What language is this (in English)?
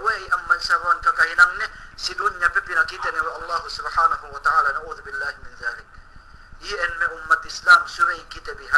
Yakan